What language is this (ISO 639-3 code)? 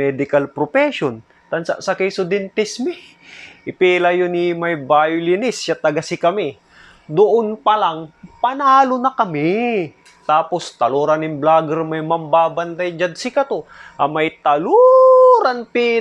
pag